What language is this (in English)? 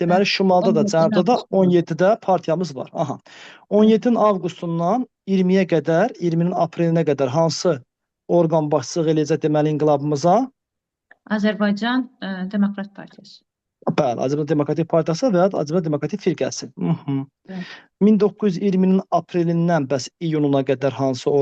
Azerbaijani